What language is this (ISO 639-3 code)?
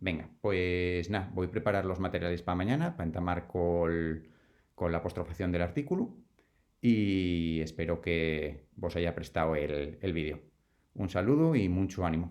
ast